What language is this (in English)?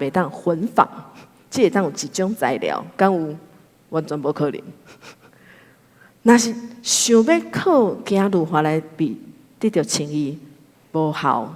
Min Nan Chinese